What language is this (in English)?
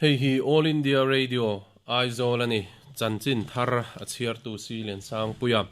Mizo